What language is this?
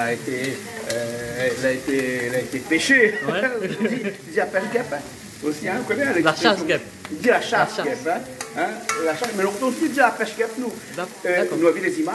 Réunion Creole French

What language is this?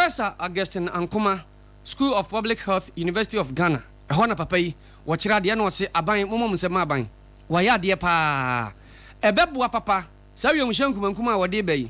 Akan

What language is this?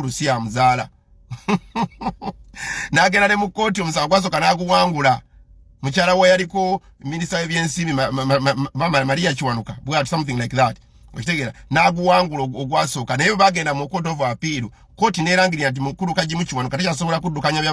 Ganda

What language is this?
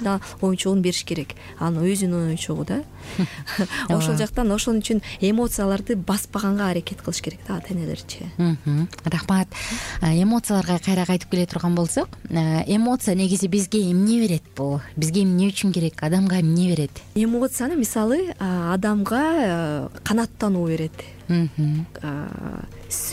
Kyrgyz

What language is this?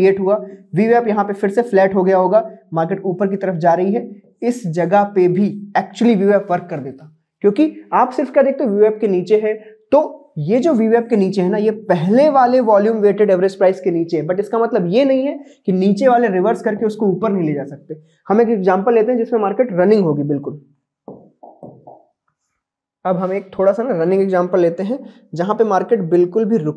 Hindi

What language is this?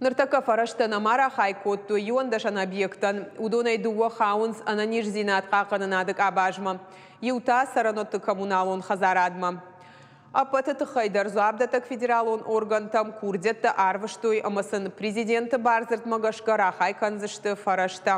Ossetic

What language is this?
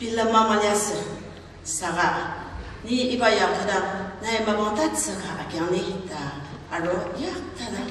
Ao Naga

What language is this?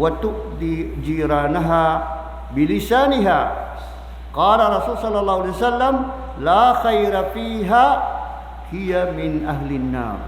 Maranao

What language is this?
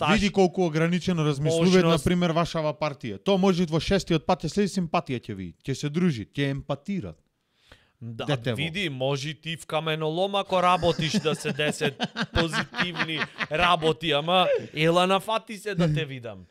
Macedonian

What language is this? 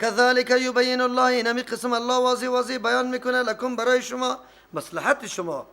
Persian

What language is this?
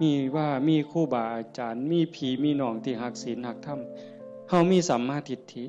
Northeastern Thai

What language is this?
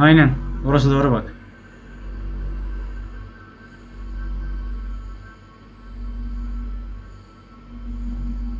Turkish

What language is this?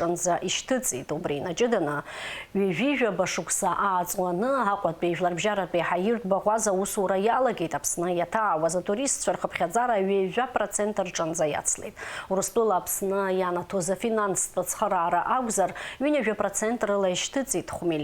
Abkhazian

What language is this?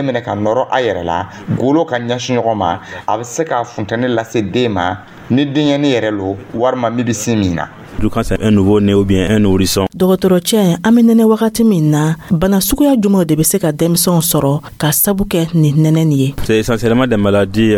Dyula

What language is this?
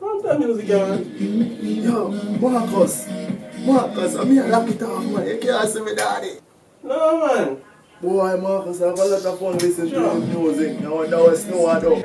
Jamaican Creole English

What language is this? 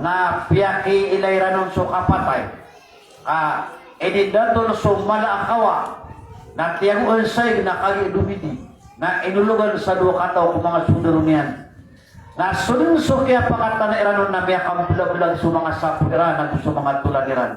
Maranao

